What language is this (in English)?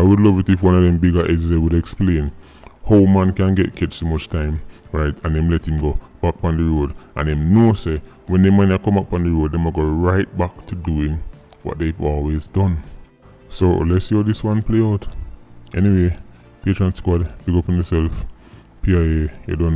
Jamaican Creole English